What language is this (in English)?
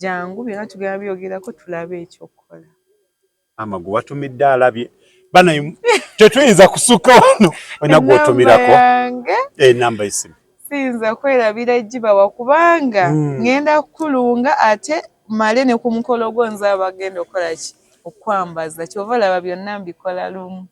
Ganda